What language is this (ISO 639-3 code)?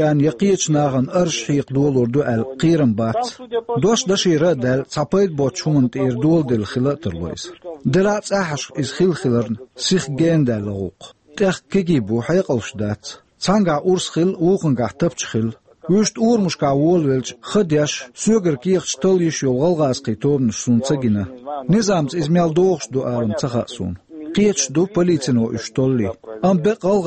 che